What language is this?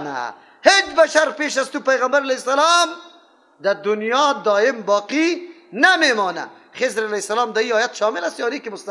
Persian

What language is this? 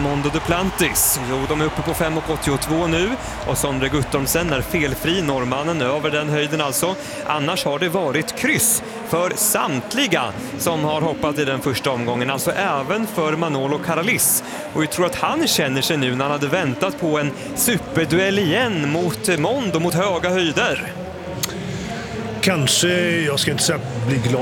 Swedish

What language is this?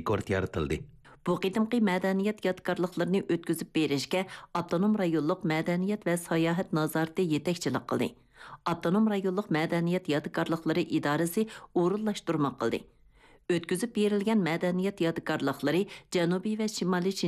Uyghur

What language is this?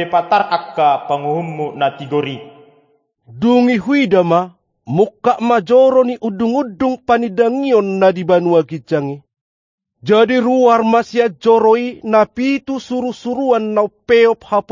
Batak Toba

